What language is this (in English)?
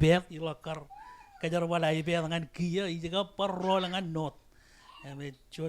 Marshallese